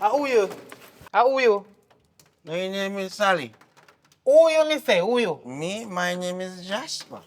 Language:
Jamaican Creole English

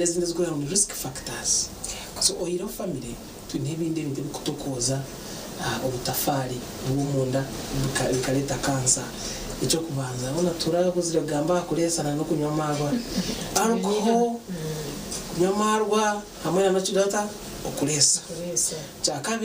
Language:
Nyankole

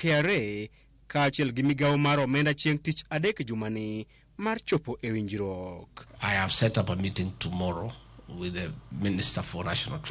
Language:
Luo (Kenya and Tanzania)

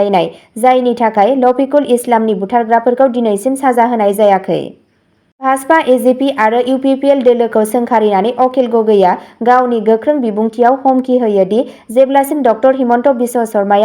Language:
Bodo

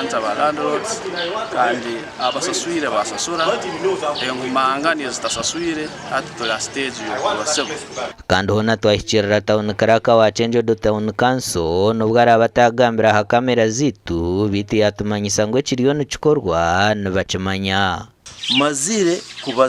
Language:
Nyankole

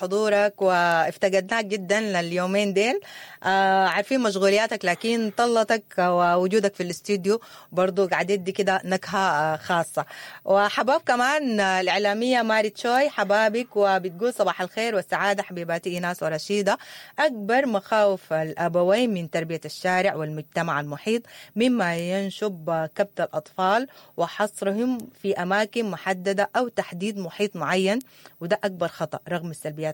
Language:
Sudanese Arabic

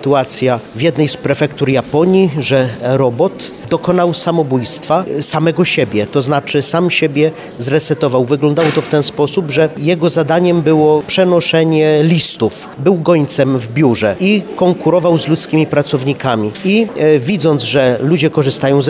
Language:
Polish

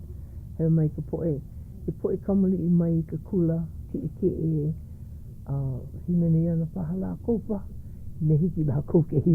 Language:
Hawaiian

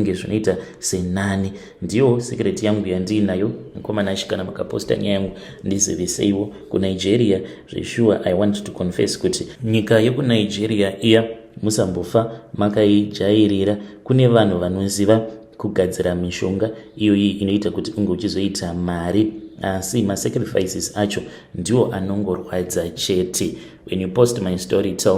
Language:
Shona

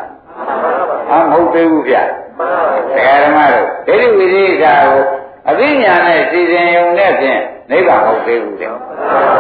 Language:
Burmese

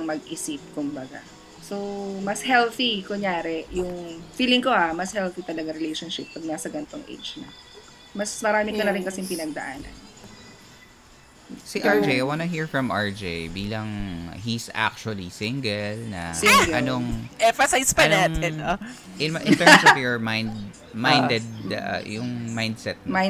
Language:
Filipino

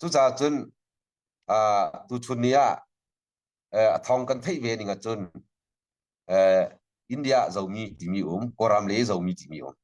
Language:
Hakha Chin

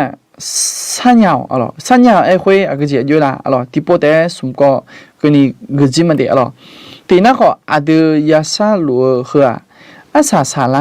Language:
Akha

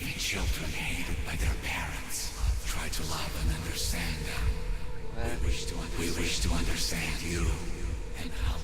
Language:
Swiss German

